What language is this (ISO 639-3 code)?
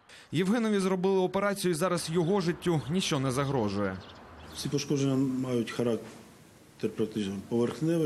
ukr